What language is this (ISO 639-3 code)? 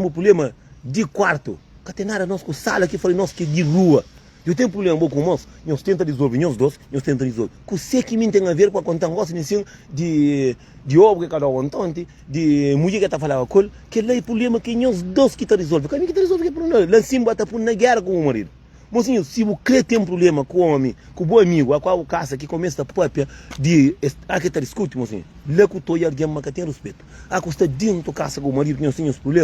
kea